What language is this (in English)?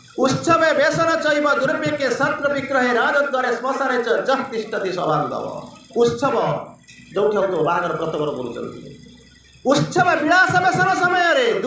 Odia